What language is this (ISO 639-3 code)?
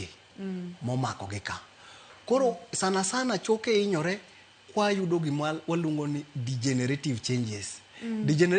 luo